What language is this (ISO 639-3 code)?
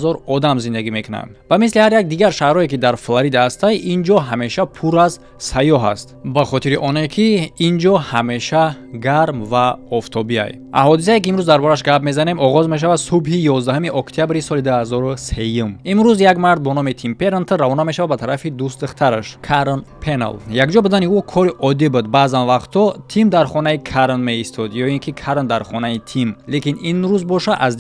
tgk